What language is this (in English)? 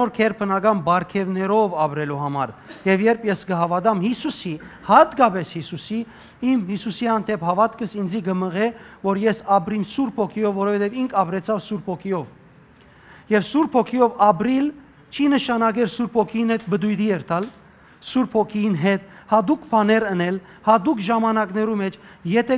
Western Armenian